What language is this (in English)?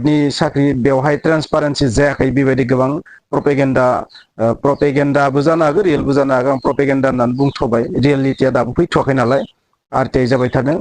Bodo